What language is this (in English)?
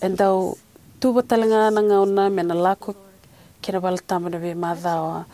Fijian